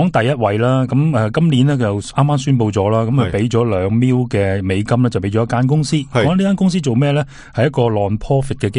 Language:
Cantonese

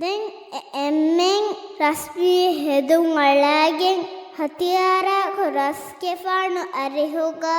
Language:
Divehi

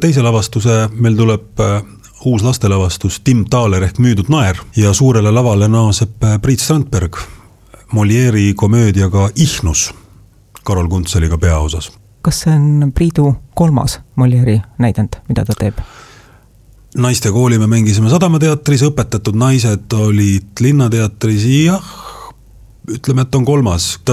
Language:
Estonian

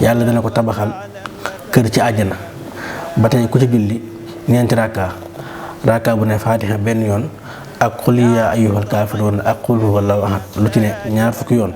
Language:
Wolof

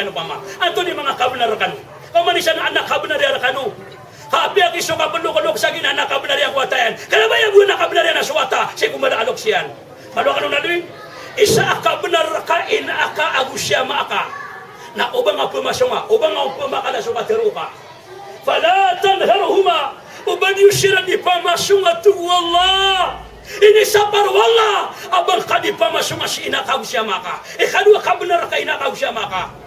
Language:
Maranao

